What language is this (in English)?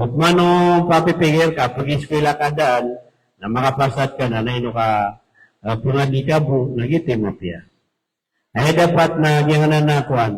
Maranao